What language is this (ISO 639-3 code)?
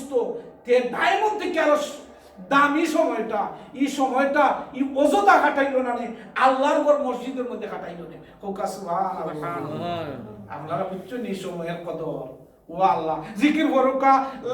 syl